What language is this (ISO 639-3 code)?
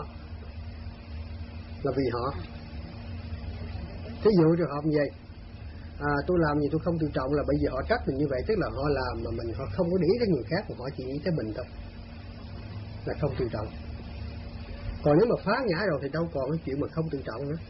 vie